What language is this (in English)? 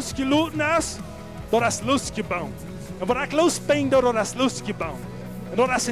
Plautdietsch